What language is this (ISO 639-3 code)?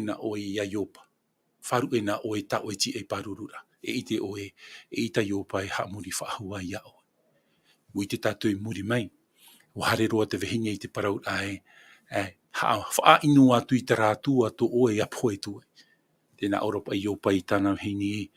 tah